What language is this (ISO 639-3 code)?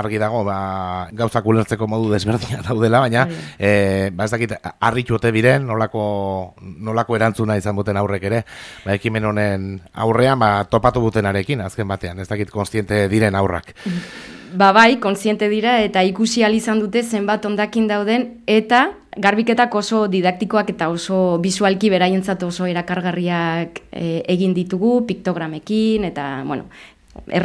eus